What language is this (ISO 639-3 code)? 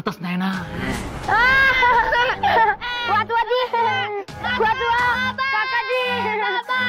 mar